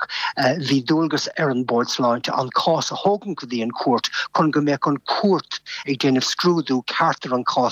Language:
Irish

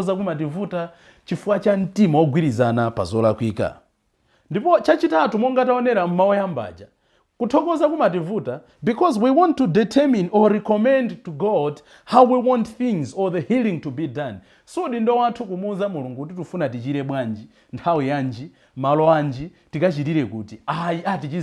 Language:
Nyanja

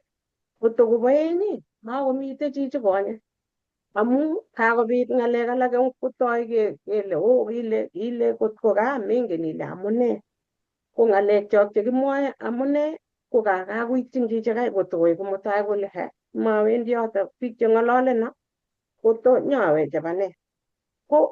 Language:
Kalenjin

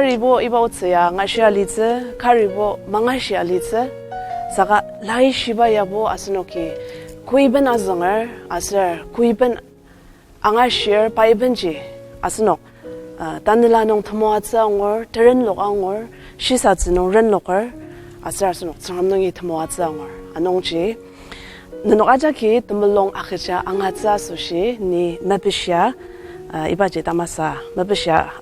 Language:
Ao Naga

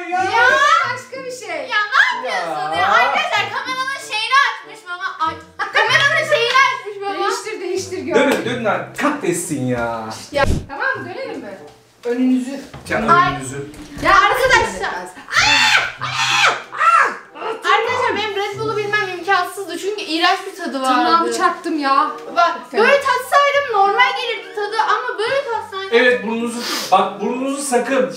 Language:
Turkish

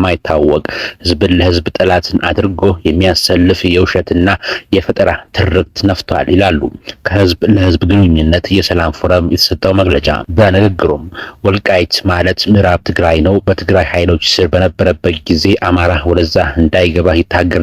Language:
Amharic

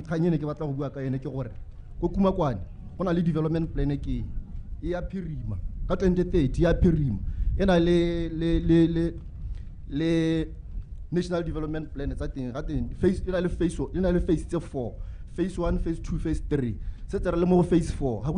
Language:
Tswana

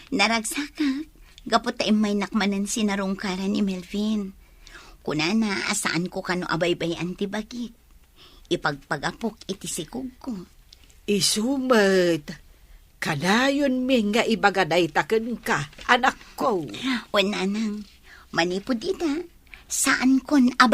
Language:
Iloko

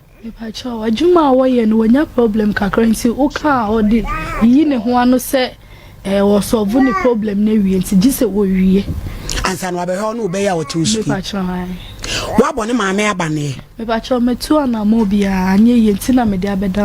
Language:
Akan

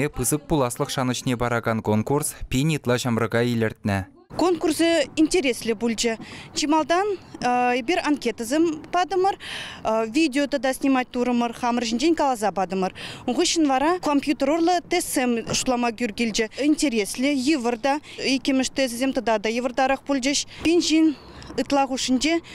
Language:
Chuvash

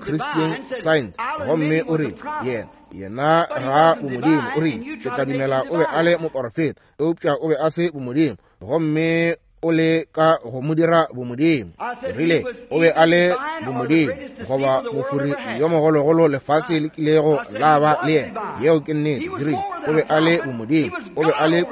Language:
Northern Sotho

